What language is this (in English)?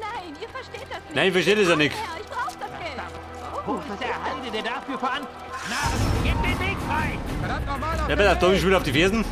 Bavarian